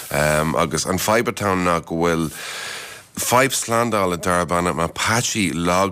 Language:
Irish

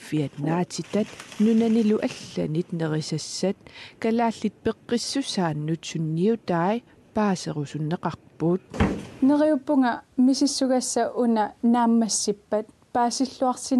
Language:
Kalaallisut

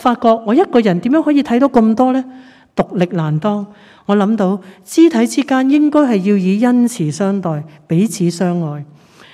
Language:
Cantonese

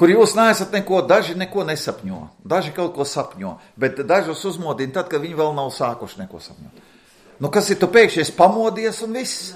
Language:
Latvian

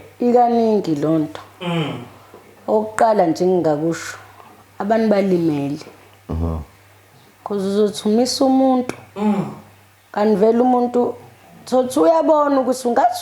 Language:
Zulu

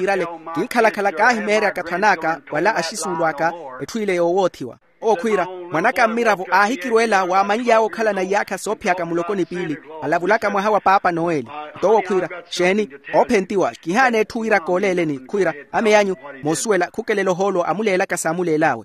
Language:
Makhuwa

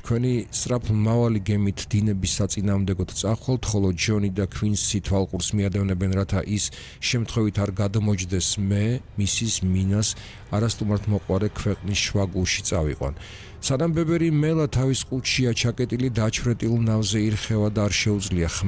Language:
Georgian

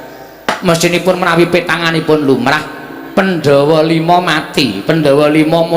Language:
Javanese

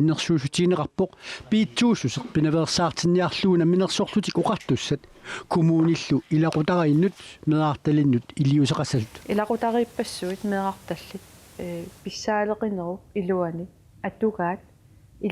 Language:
Kalaallisut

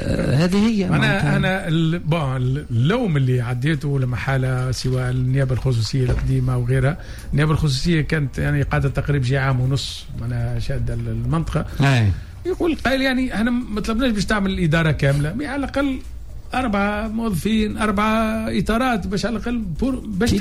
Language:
Tunisian Arabic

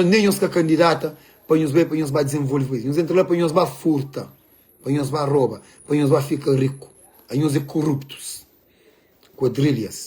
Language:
Kabuverdianu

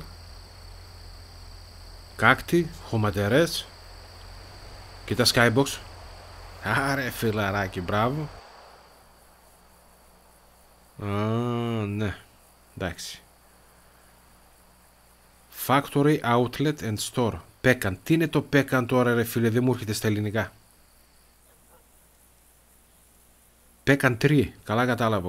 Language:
Greek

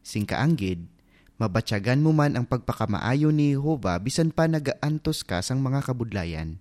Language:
Hiligaynon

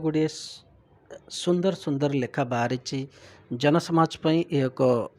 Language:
Odia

